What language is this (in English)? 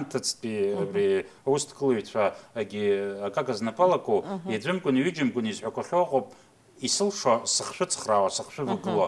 Abkhazian